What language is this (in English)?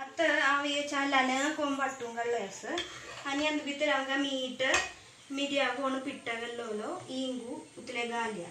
Konkani